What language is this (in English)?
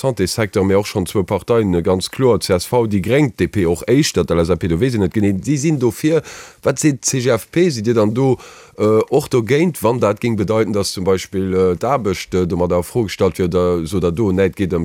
Luxembourgish